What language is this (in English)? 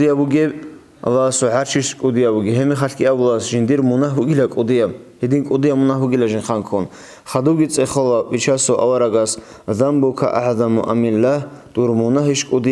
Avaric